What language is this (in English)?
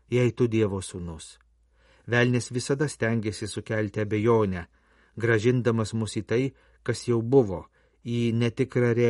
Lithuanian